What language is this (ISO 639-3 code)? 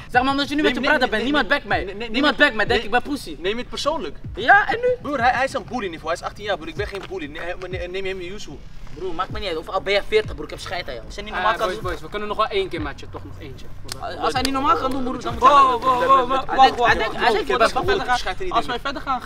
nld